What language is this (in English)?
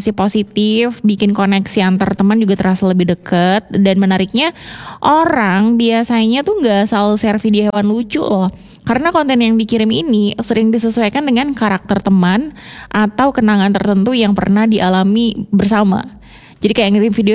Indonesian